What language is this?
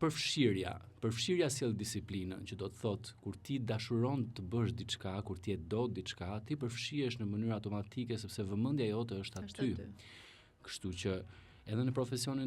Albanian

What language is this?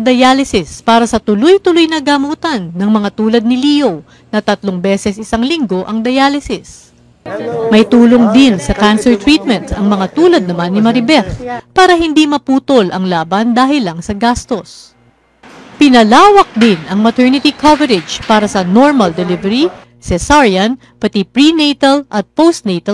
Filipino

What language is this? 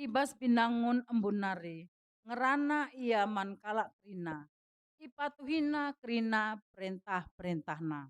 Batak Karo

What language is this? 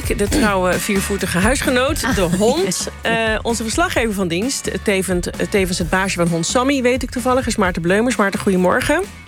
Dutch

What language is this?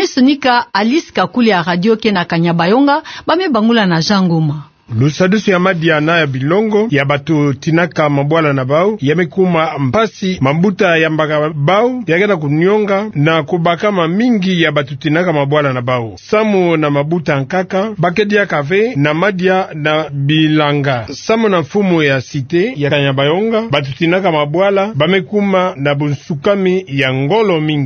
Kituba (Democratic Republic of Congo)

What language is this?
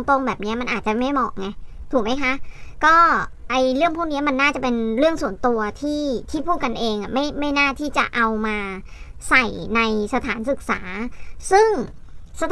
Thai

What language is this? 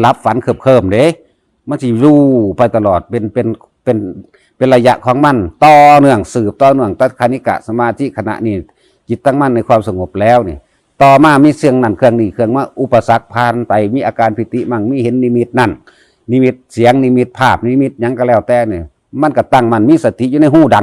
Northeastern Thai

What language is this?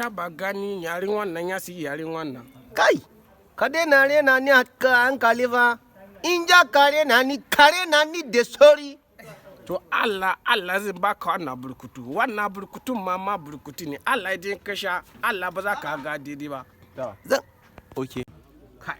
Hausa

